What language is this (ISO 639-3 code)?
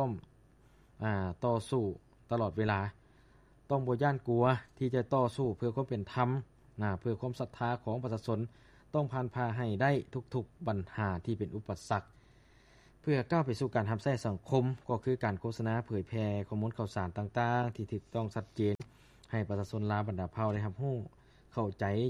lao